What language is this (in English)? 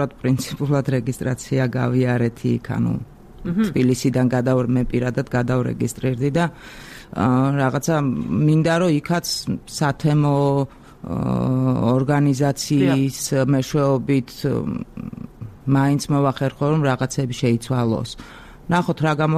Georgian